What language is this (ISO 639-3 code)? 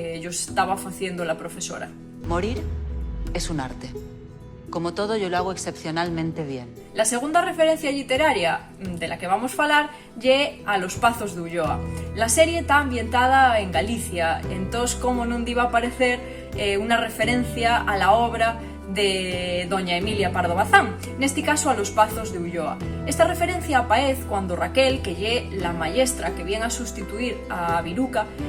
ast